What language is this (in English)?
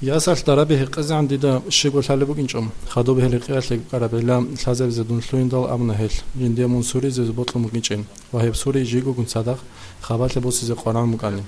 Avaric